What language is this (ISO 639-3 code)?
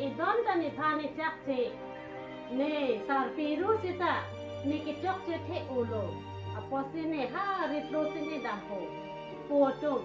mjw